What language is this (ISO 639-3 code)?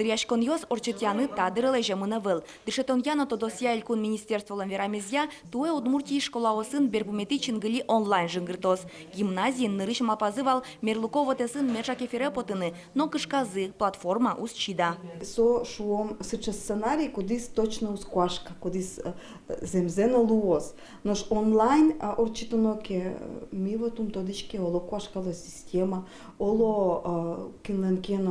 udm